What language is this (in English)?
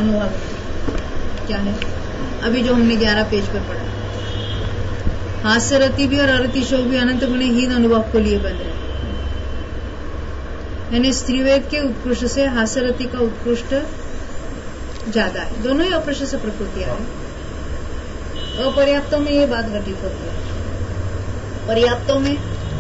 Hindi